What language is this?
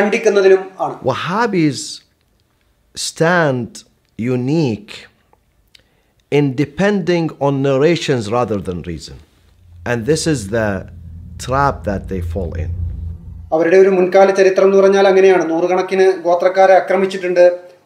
Malayalam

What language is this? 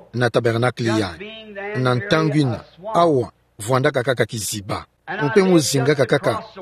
Kituba (Democratic Republic of Congo)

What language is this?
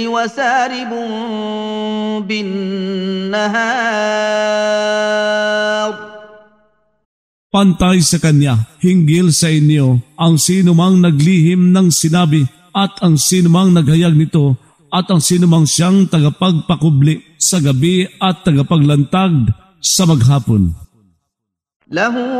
Filipino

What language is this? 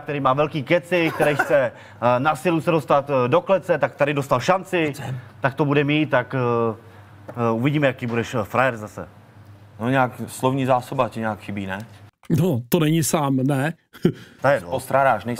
Czech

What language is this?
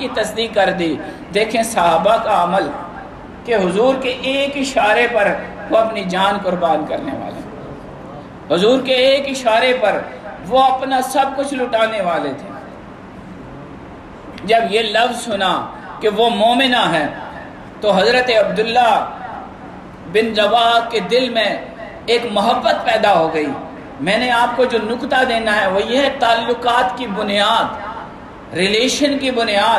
Urdu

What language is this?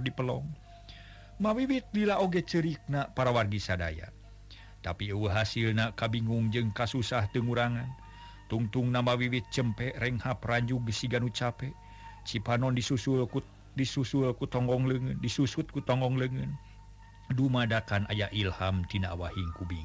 Sundanese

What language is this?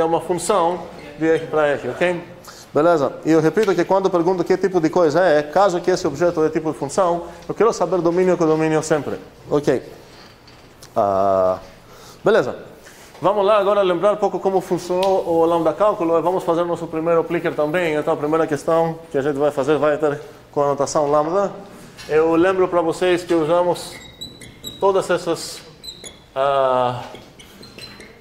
Portuguese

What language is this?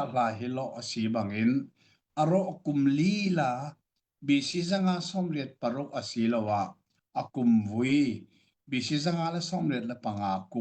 Hakha Chin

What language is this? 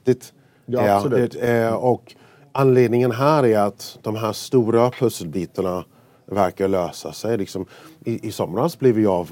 Swedish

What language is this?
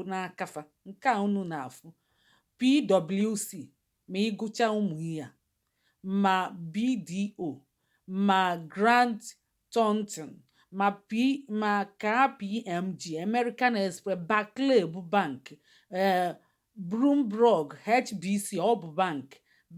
Igbo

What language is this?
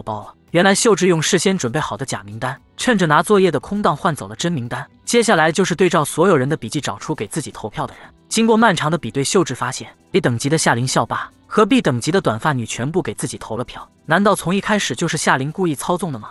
Chinese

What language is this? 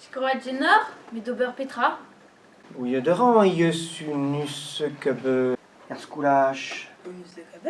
Breton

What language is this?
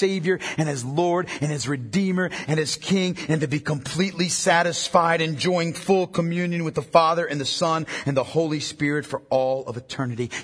English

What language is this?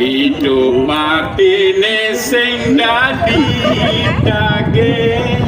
Balinese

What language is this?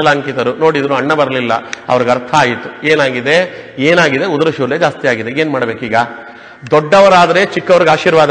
Kannada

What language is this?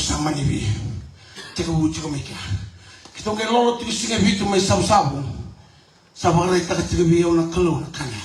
Fijian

